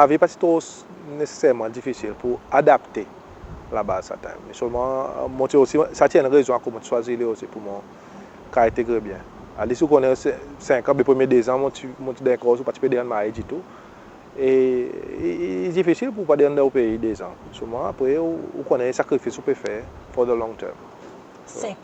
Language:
Seselwa Creole French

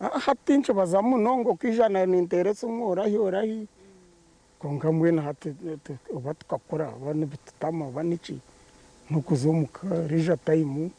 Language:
Nyankole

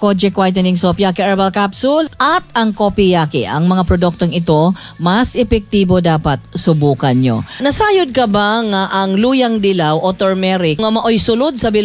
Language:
Cebuano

